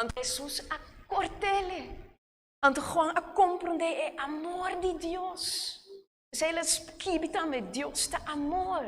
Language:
Papiamento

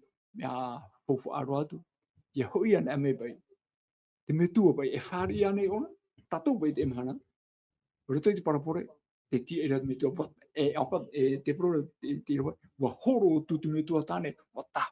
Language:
Tahitian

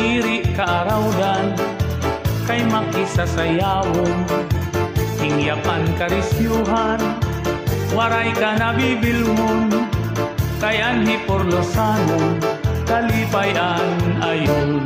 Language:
Waray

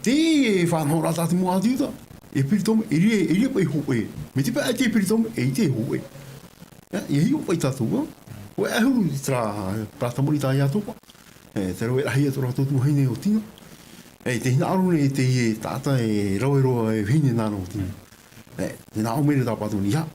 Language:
Tahitian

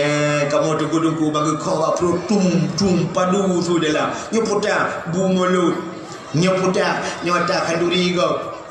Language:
Achinese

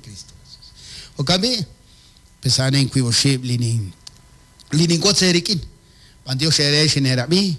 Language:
Kekchí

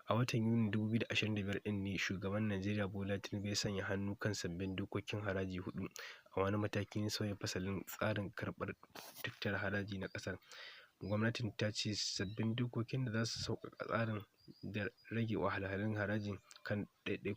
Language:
Hausa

